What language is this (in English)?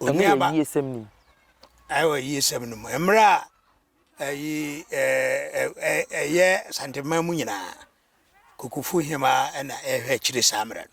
Akan